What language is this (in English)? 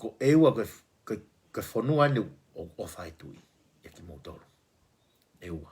Tongan